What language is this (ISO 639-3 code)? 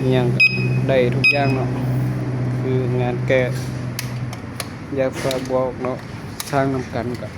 lao